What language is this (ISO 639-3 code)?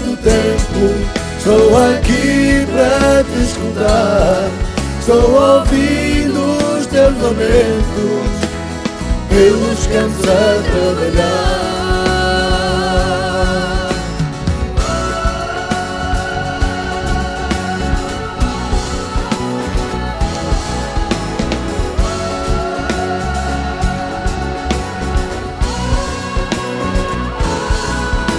por